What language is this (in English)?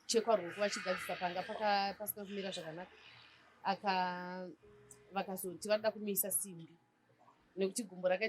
Shona